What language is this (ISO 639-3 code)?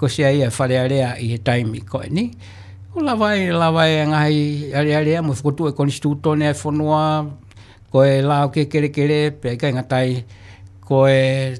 ton